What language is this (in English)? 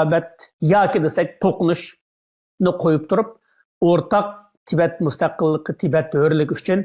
Uyghur